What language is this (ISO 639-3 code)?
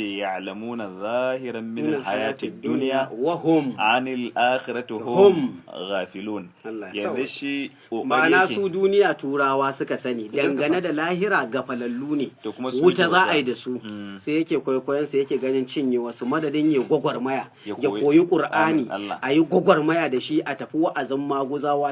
hau